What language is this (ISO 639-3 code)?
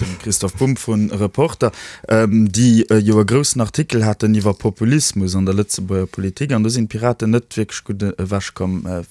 ltz